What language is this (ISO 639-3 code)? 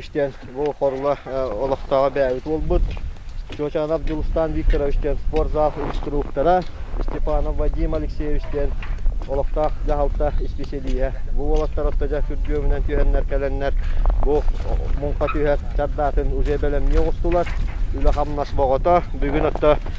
sah